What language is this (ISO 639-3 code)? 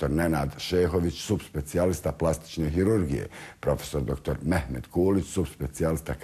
bos